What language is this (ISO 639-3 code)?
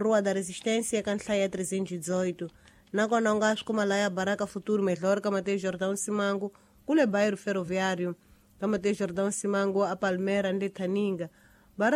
tso